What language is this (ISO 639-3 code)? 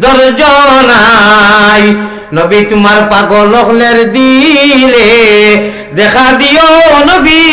syl